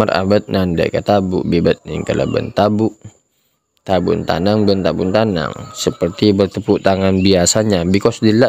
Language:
Madurese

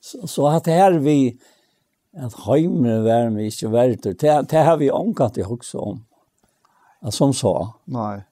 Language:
Faroese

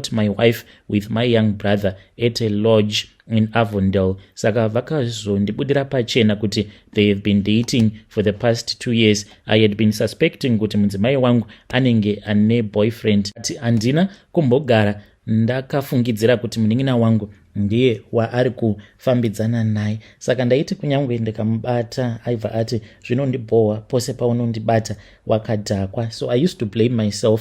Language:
Shona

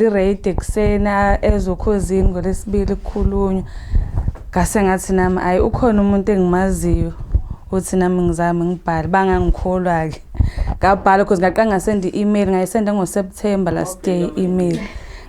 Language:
Zulu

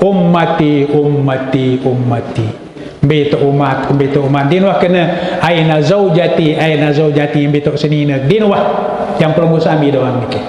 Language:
Sasak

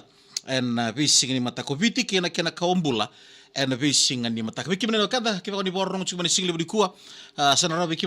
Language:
Fijian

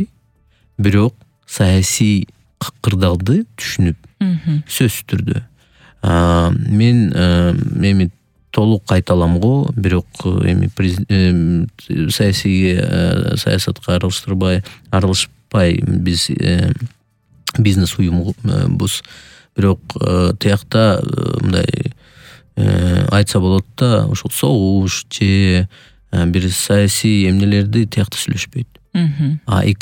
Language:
Kyrgyz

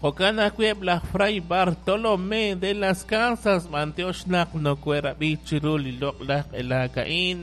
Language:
Kekchí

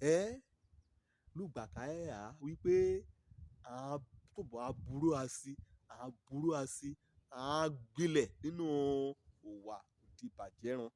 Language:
Yoruba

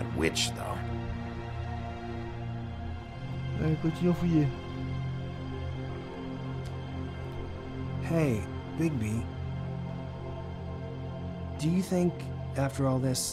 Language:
English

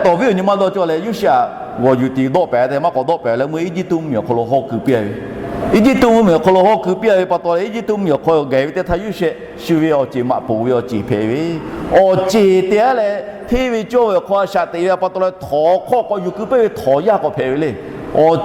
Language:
Lahu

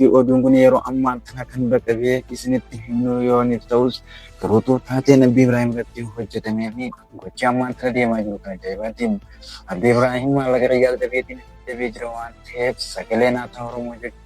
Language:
Oromo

